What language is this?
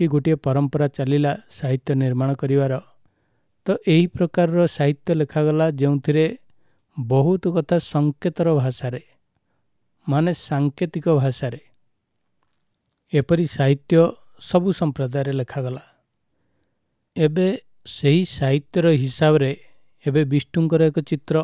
Odia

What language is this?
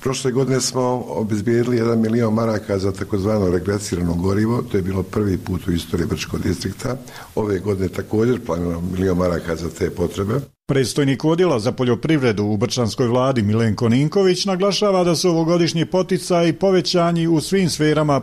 Bosnian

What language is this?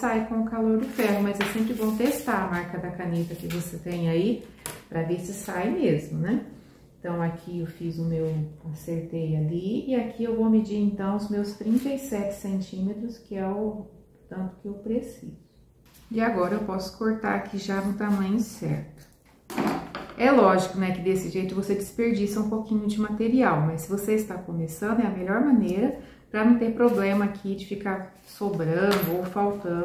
Portuguese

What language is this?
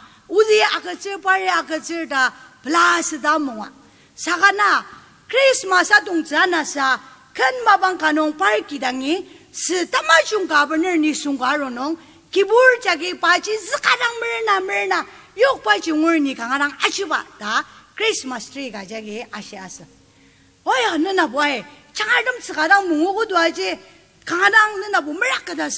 Ao Naga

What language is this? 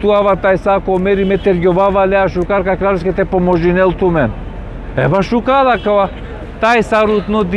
Balkan Romani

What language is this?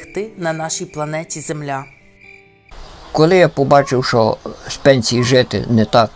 Ukrainian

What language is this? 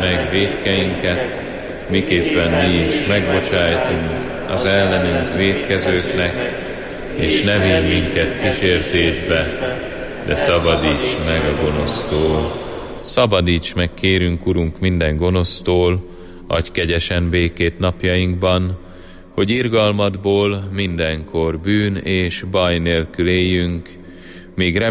Hungarian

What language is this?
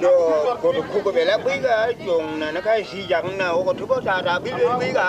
Tupuri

